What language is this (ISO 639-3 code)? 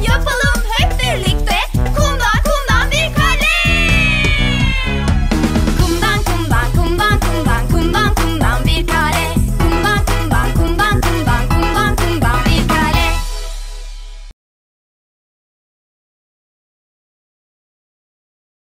tur